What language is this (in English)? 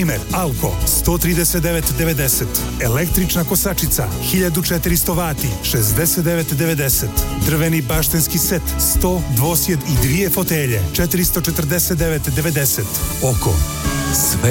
Serbian